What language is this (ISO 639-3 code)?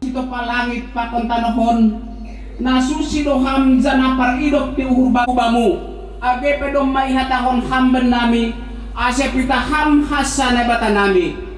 bts